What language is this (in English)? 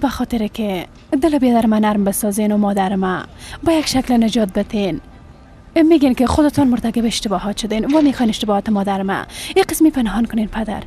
Persian